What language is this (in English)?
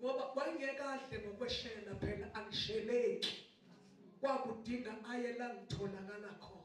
Zulu